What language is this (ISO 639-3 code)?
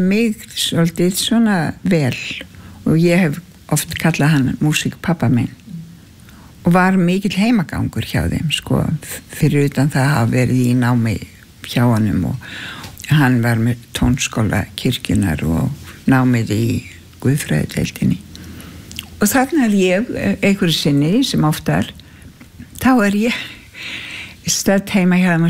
isl